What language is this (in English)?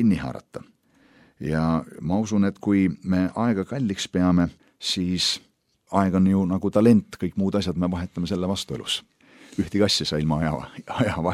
Estonian